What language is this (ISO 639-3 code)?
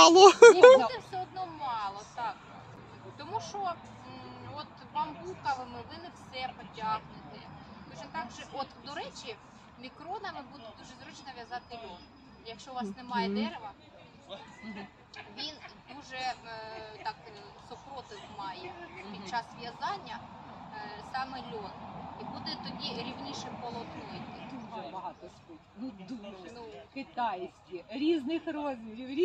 ukr